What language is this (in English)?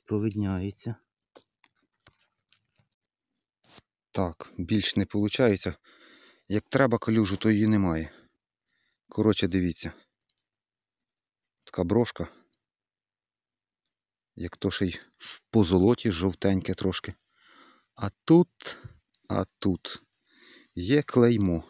Ukrainian